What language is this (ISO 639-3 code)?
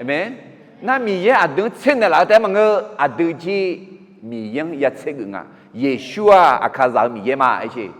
ahk